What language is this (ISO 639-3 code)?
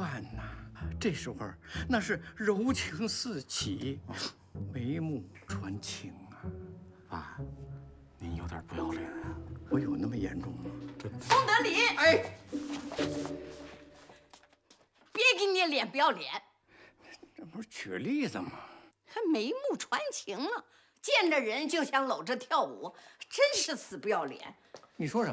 zho